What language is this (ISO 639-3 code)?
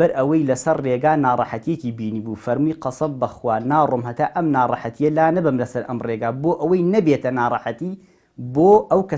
ckb